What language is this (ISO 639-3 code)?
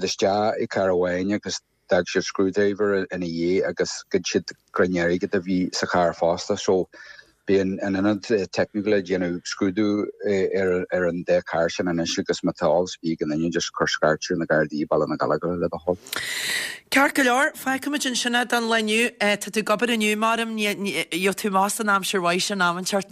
gle